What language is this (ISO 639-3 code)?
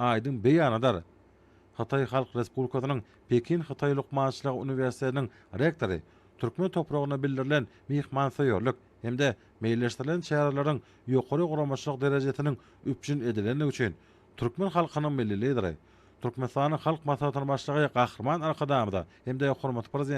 tuk